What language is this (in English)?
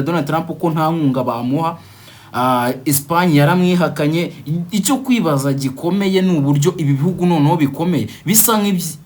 Kinyarwanda